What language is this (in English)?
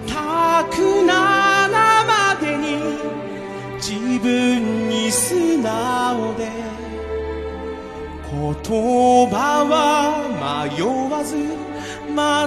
Japanese